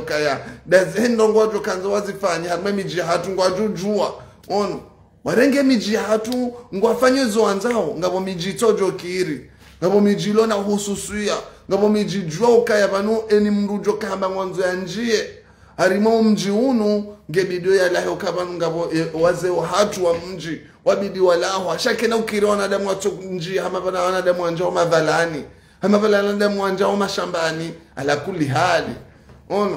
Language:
Ngazidja Comorian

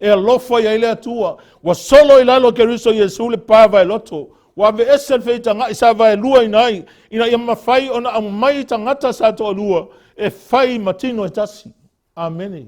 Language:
Samoan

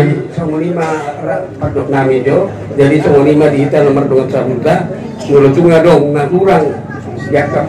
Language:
Batak Toba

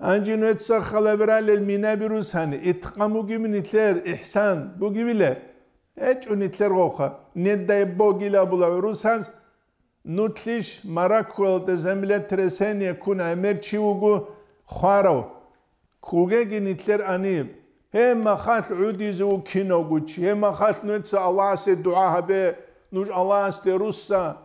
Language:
Avaric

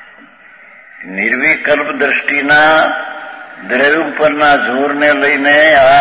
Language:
Gujarati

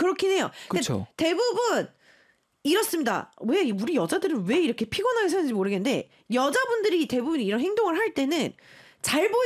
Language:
Korean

